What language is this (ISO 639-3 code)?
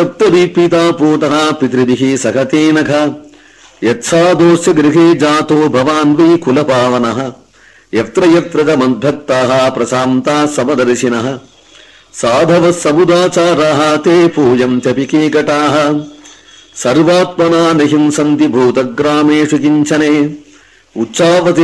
san